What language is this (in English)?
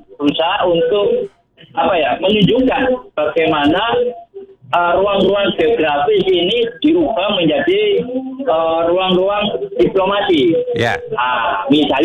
Indonesian